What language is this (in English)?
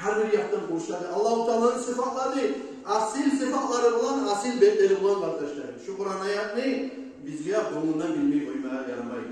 Kumyk